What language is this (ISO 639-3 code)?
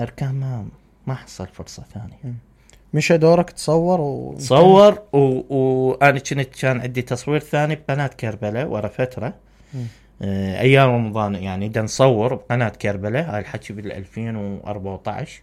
acm